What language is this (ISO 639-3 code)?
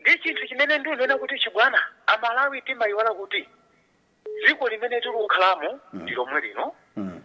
nya